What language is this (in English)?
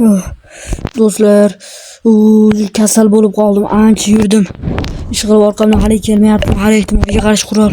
Uzbek